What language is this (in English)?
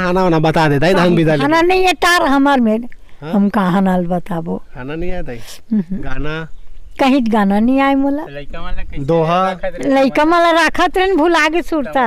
Chhattisgarhi